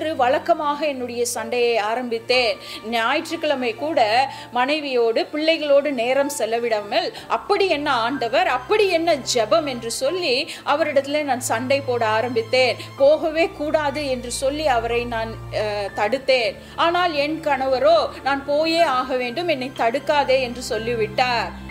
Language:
Tamil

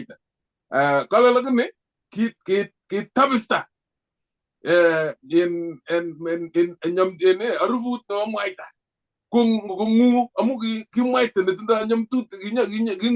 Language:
Kalenjin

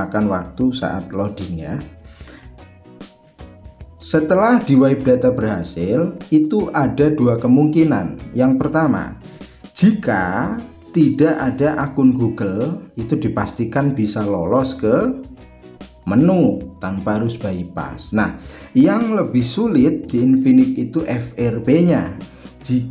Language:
Indonesian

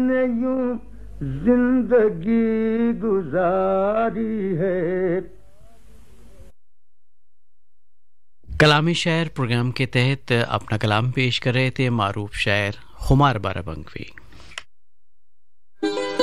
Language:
Urdu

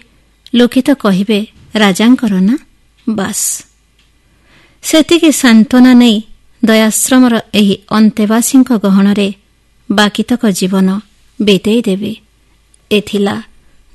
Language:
Odia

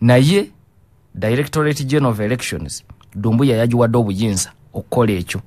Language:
Ganda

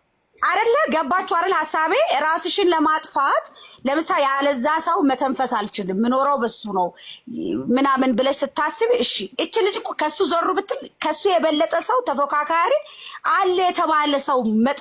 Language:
Amharic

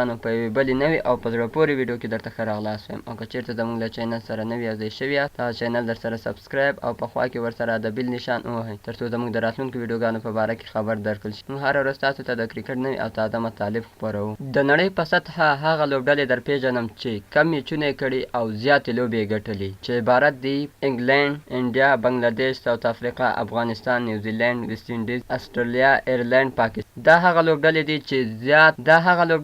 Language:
Pashto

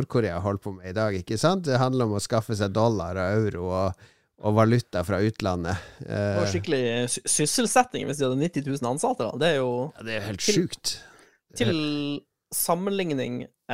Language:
Norwegian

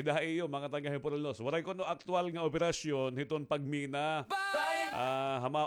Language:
Waray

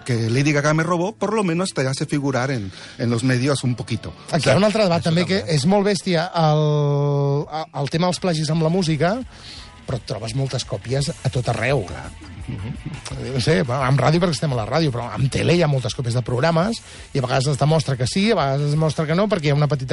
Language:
Catalan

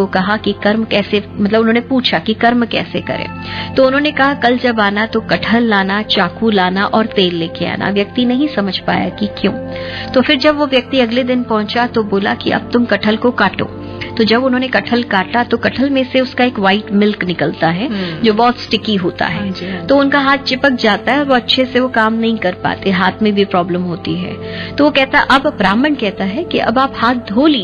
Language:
Hindi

